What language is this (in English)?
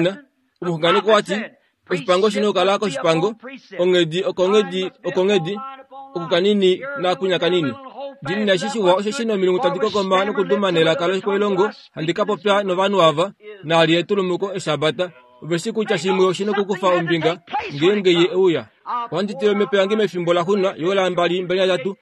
Kuanyama